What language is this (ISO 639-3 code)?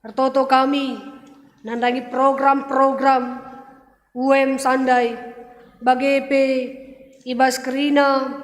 btx